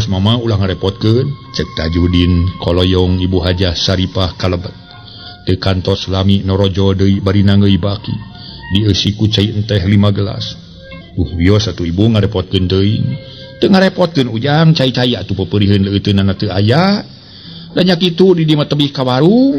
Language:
Sundanese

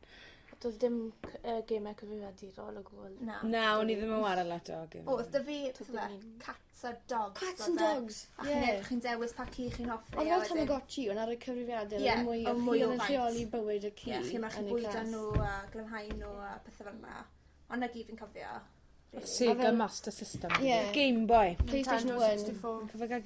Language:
Welsh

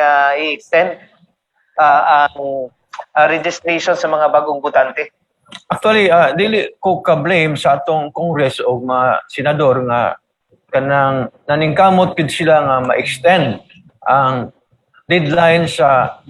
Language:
Cebuano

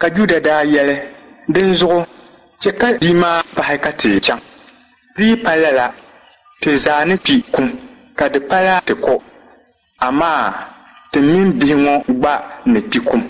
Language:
Dagbani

